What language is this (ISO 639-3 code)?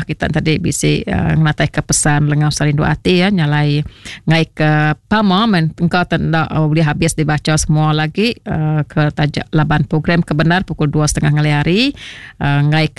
iba